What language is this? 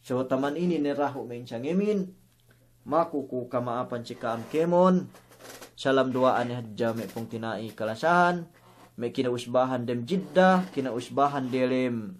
Yakan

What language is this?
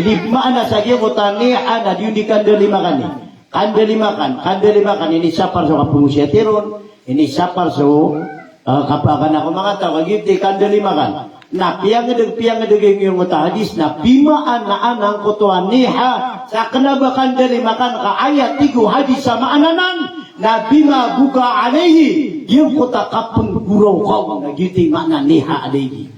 Maranao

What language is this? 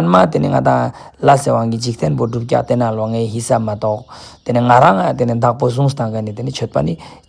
Ladakhi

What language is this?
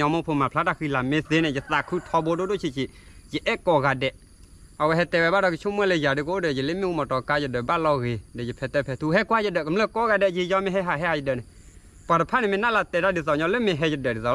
S'gaw Karen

